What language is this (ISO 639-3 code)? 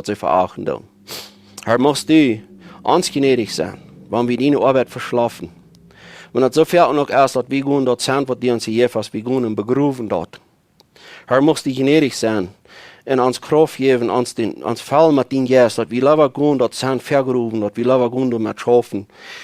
pdt